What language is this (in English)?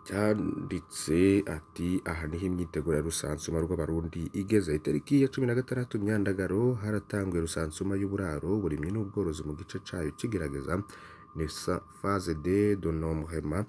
Rundi